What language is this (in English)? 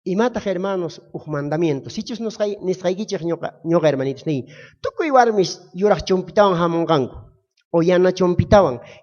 South Bolivian Quechua